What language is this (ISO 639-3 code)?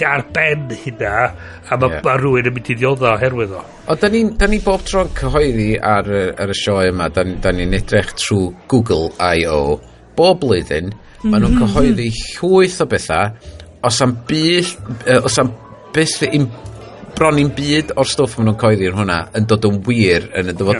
cym